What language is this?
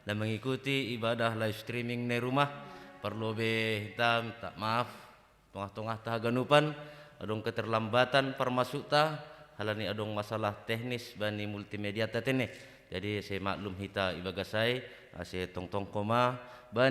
Batak Simalungun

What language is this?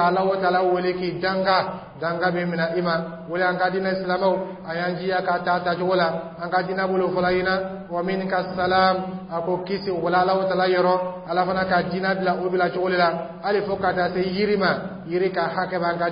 Dyula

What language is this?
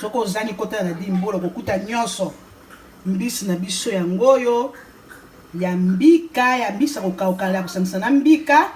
Lingala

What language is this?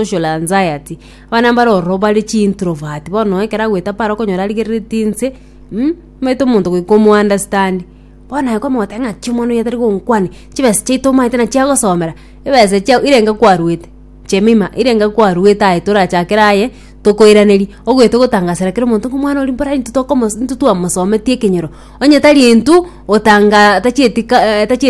Gusii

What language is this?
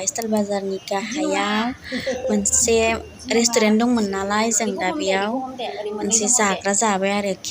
Bodo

